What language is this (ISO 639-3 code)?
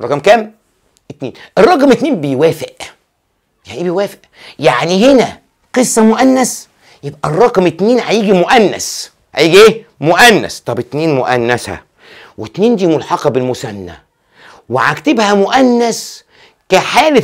arz